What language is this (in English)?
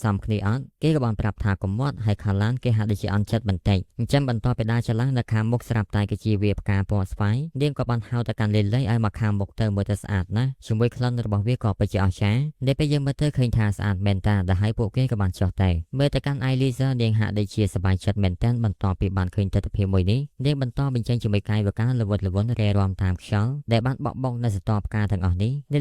Khmer